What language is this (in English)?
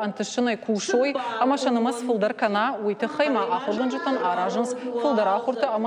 Ossetic